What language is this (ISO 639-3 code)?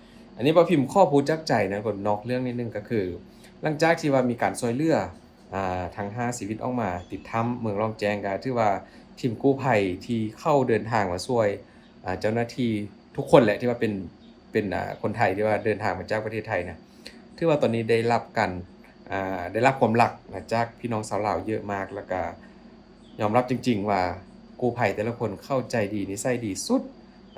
lao